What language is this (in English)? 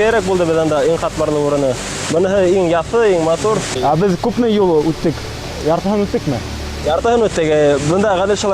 Bashkir